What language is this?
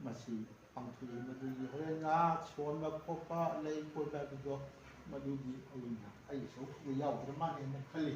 Manipuri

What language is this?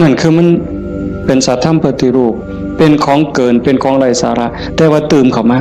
Northeastern Thai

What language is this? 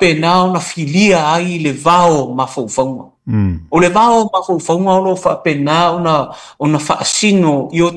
Samoan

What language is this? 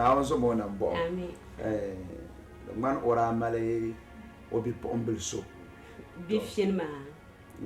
Dagbani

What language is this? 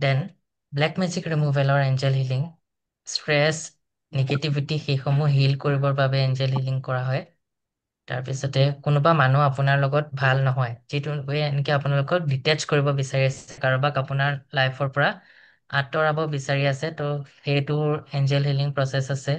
Assamese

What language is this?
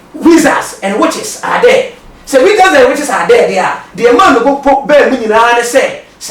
Akan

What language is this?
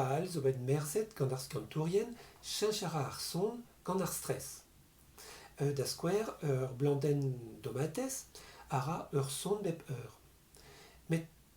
Breton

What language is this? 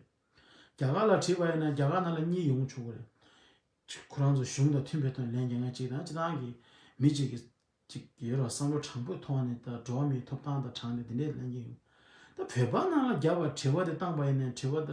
Tibetan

